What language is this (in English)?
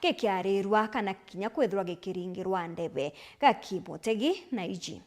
Meru